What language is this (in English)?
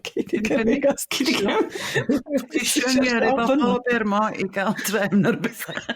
Welsh